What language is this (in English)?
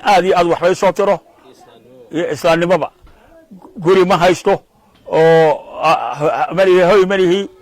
Somali